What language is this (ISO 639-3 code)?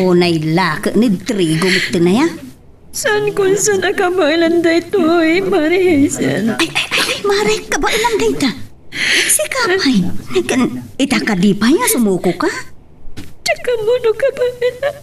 ilo